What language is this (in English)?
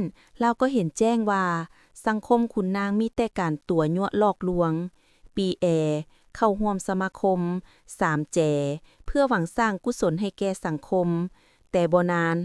Lao